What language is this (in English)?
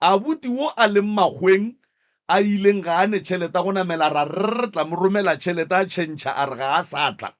Northern Sotho